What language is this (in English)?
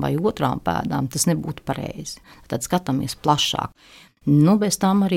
Latvian